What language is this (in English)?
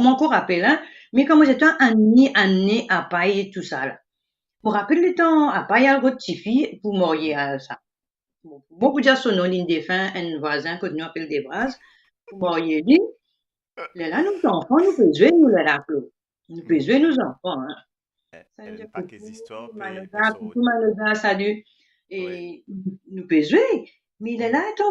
Morisyen